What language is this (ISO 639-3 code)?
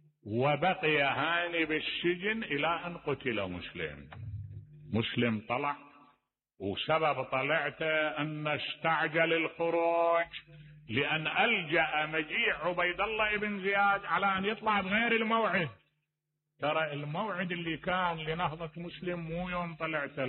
acm